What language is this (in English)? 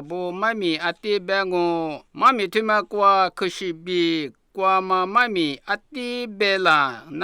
Lisu